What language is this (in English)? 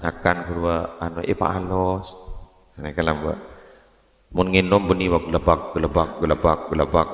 Madurese